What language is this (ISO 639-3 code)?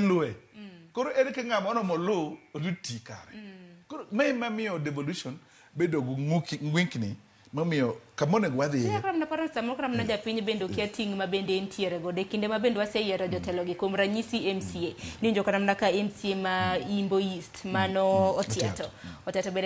luo